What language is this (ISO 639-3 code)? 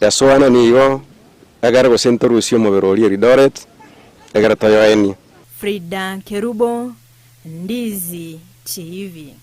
guz